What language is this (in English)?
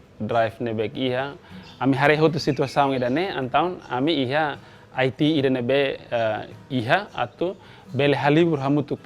Tetum